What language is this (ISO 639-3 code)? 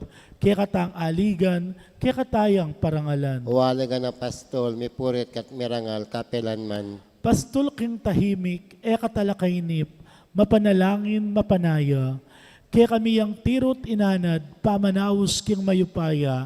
pam